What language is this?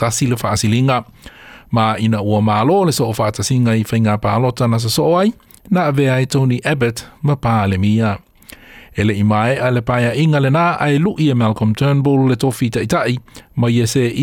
Samoan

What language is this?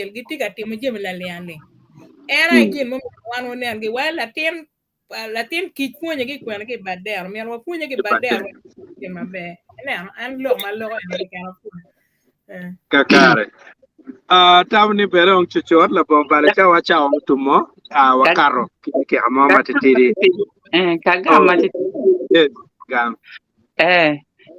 Acoli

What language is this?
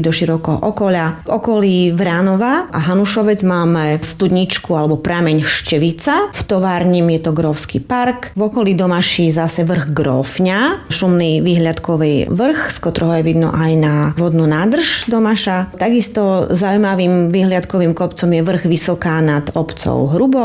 Slovak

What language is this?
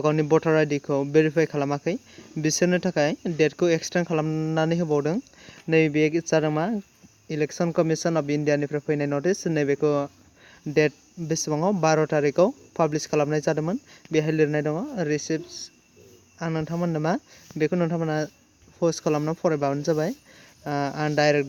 Bodo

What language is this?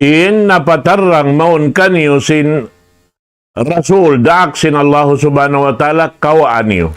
Tausug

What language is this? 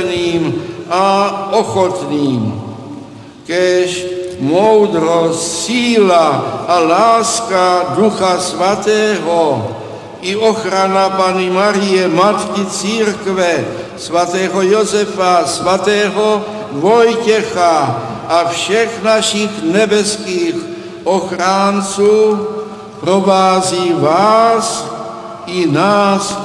Czech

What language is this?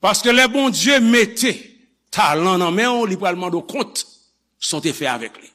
Haitian Creole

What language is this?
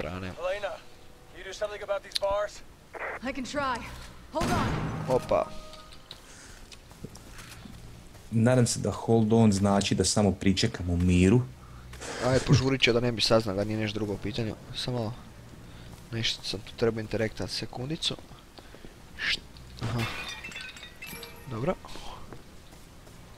Croatian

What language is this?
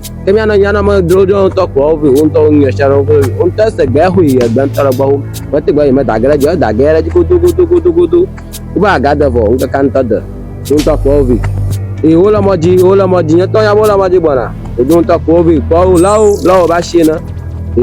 Ewe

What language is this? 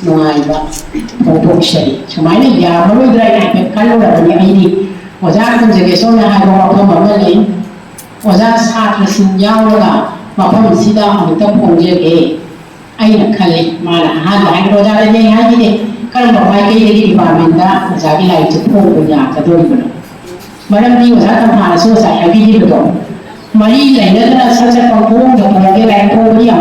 Manipuri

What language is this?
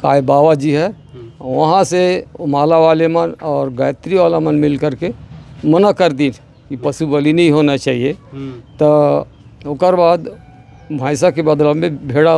Chhattisgarhi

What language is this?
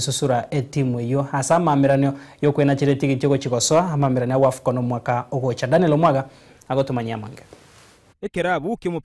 Gusii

